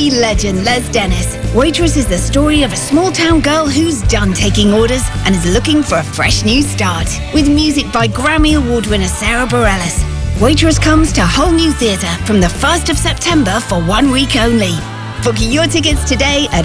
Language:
English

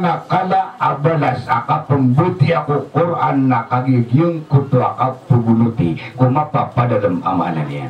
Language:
Maranao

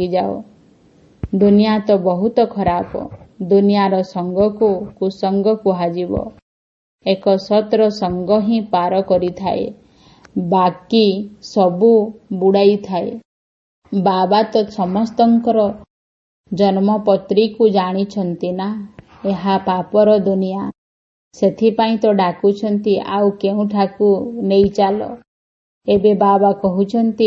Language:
Odia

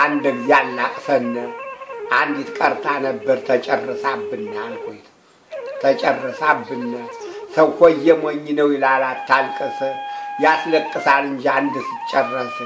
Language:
Amharic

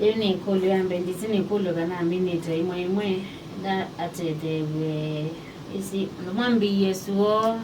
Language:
Kamba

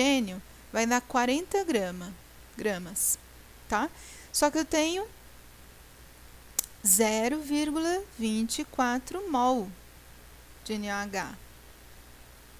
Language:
Portuguese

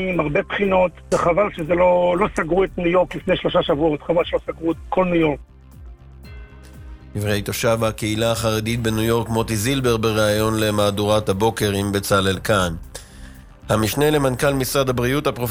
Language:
Hebrew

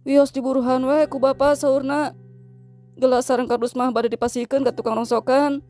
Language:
Sundanese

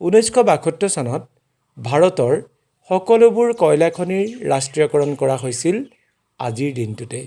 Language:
Assamese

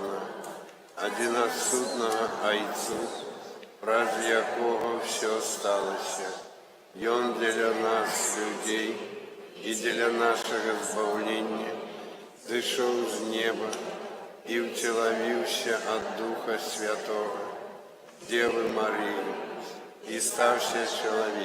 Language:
Belarusian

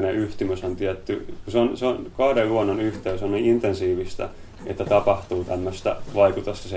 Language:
Finnish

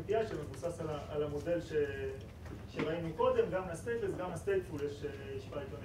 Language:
Hebrew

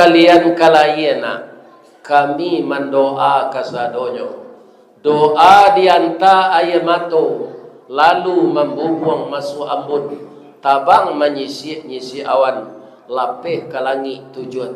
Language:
Minangkabau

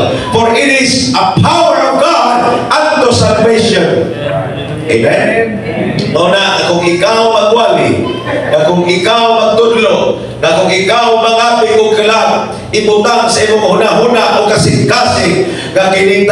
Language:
Cebuano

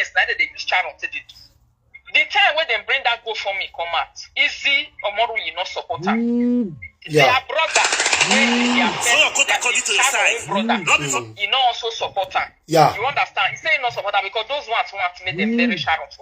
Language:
Nigerian Pidgin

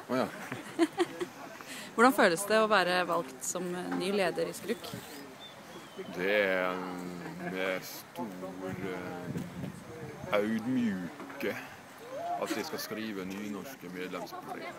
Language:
Norwegian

